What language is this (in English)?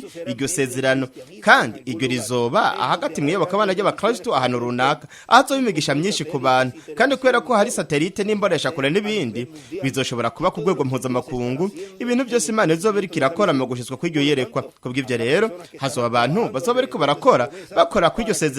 Rundi